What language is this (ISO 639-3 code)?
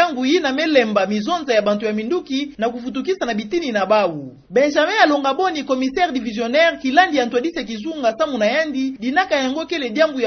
ktu